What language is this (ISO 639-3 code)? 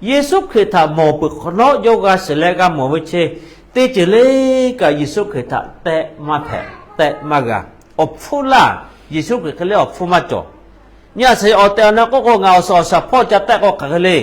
lhu